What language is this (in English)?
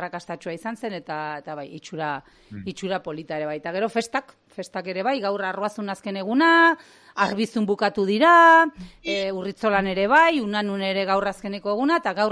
Basque